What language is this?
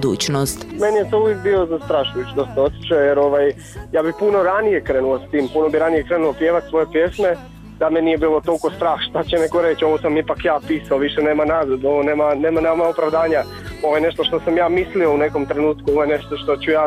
Bosnian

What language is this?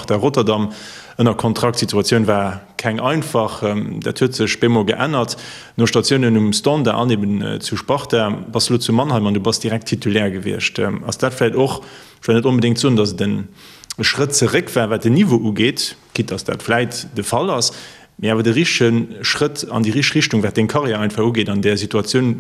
Luxembourgish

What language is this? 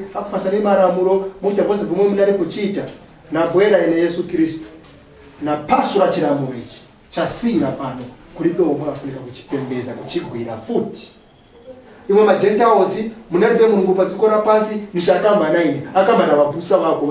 Nyanja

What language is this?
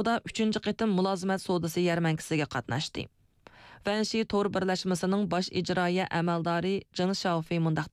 Uyghur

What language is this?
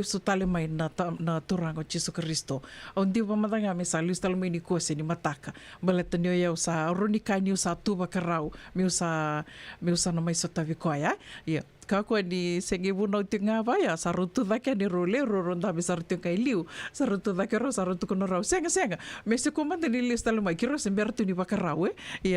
Fijian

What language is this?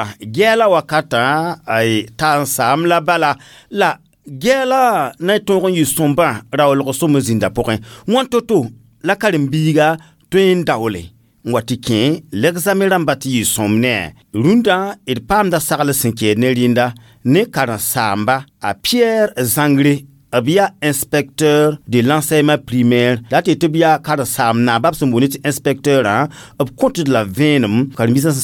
Mossi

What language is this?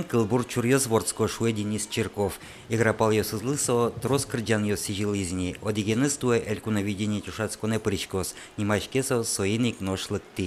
Udmurt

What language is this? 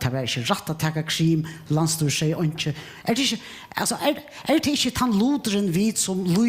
Faroese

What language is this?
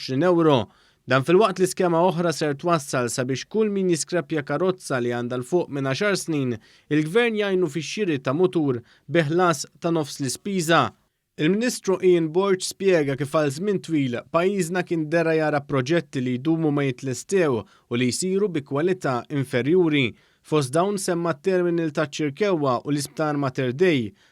Maltese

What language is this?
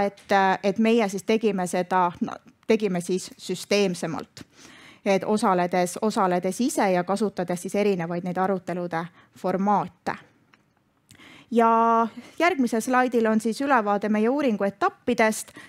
Estonian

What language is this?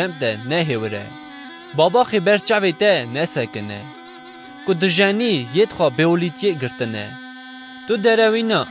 Kurdish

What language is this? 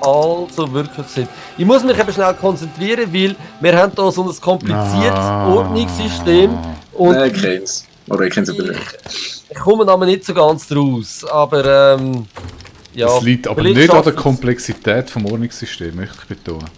Swiss German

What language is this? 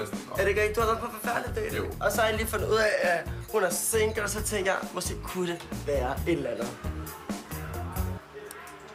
Danish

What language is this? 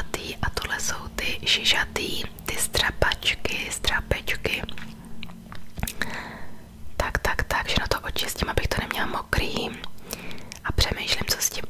Czech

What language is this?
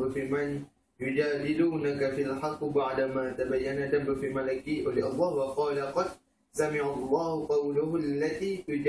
Malay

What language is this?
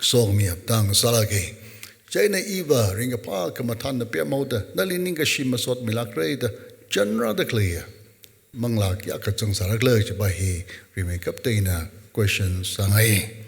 Tangkhul Naga (India)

